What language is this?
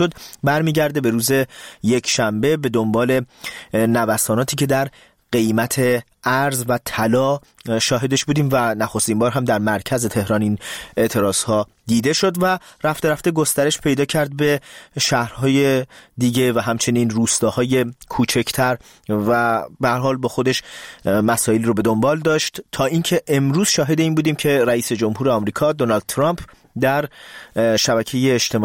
Persian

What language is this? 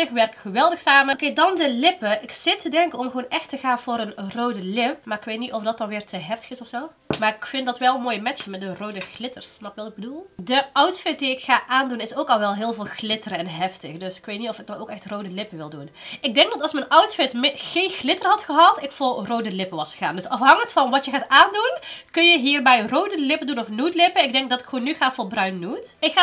Dutch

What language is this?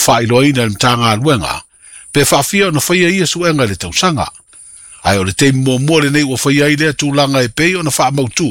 Samoan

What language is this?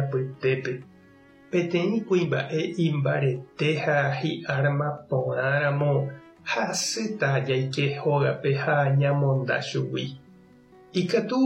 Guarani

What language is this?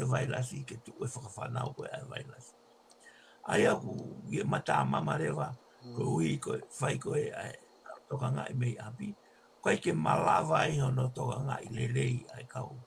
Tongan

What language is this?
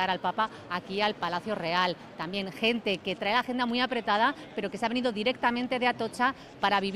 Spanish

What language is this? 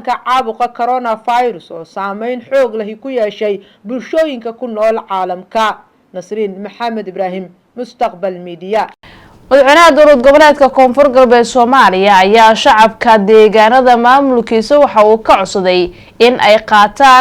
Somali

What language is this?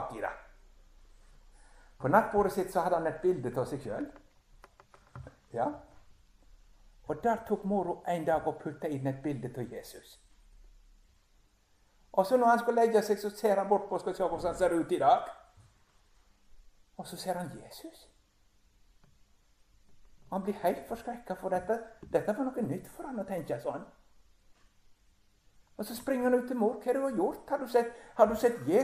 Norwegian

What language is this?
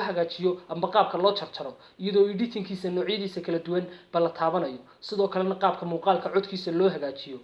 Somali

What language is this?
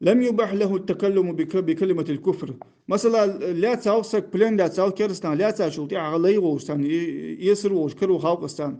Ingush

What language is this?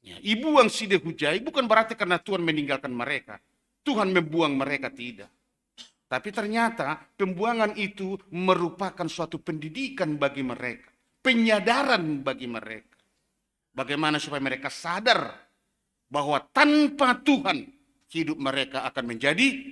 Batak Simalungun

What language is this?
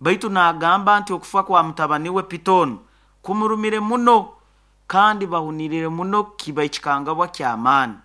Nyoro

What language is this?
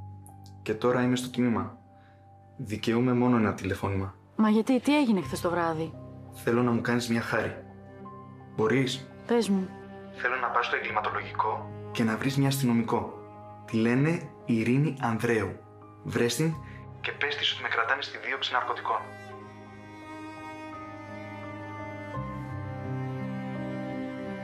Greek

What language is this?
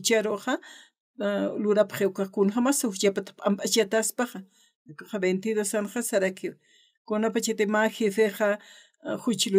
Aymara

